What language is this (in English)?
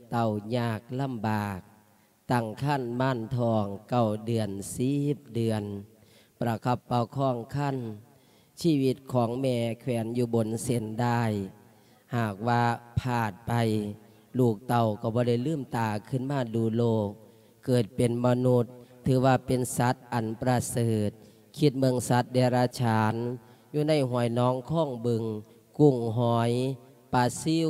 Lao